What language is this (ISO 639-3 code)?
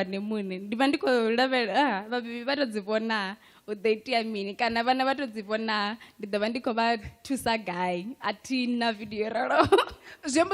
ven